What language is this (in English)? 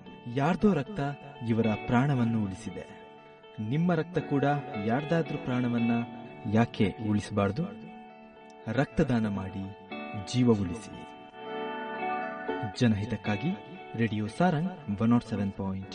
Kannada